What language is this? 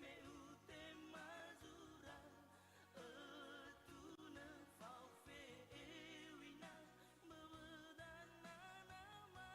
Nias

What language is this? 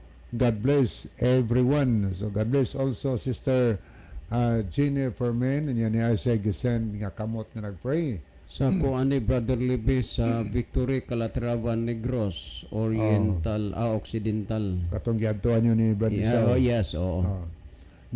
Cebuano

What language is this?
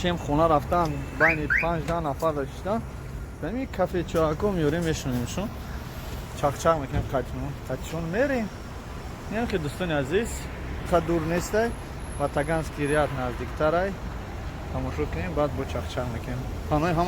Tajik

